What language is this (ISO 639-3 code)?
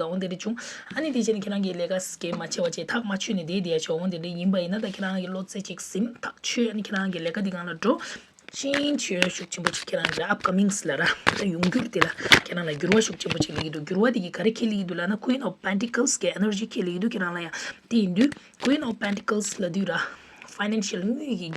bod